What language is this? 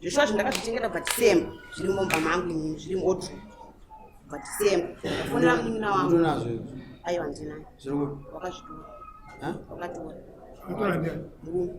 Shona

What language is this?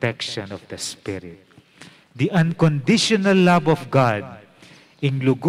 Pampanga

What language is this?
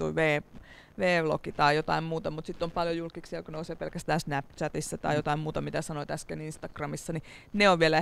Finnish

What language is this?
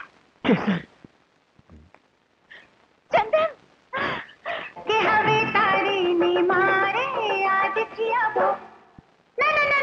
Gujarati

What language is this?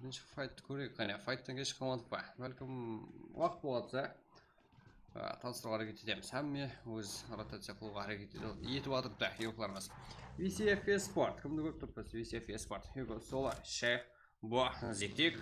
Kara-Kalpak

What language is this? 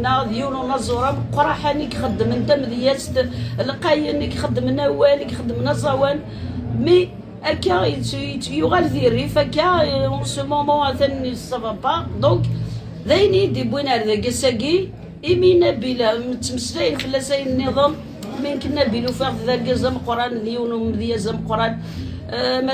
Kabyle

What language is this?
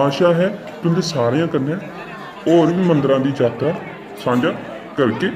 Dogri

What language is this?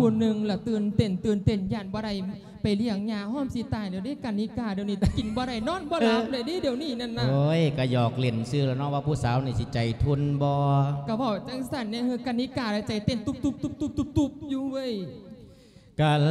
Lao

